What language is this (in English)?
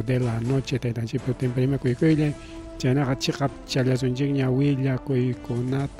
Ayacucho Quechua